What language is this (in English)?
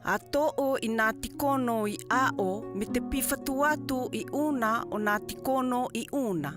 South Marquesan